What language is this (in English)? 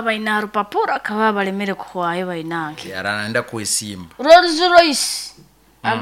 Nyoro